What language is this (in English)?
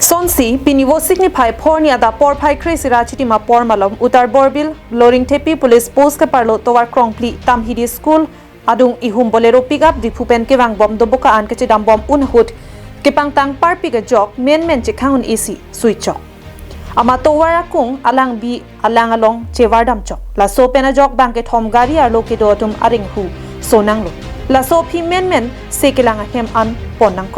Karbi